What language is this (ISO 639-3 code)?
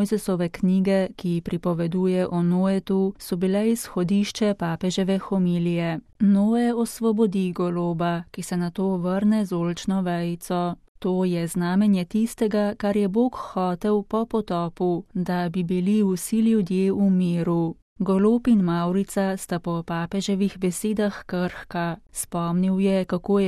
slv